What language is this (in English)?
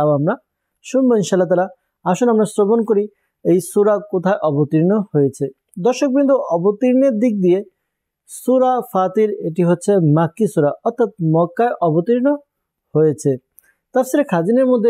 Bangla